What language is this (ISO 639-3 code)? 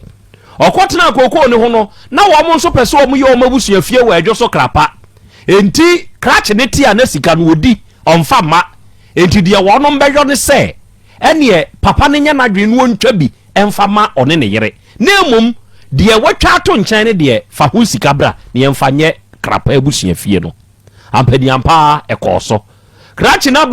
aka